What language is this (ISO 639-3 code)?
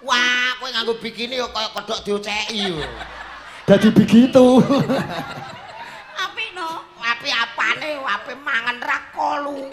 jav